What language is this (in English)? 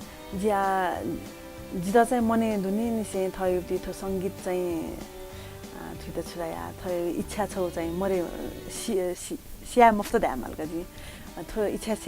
Newari